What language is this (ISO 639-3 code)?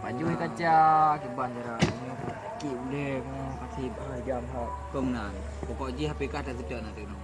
ace